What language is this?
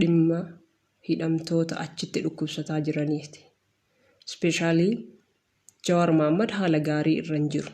Oromo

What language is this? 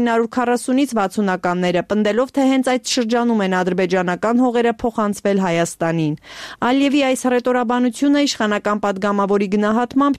Armenian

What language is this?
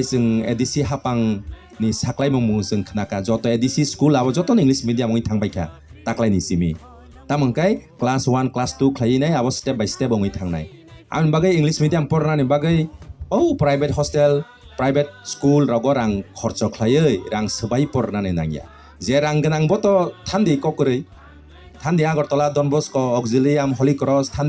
Kok Borok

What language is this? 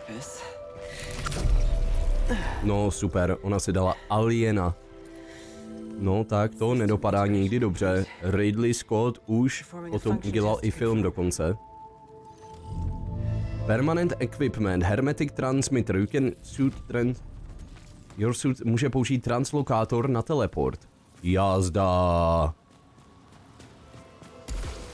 Czech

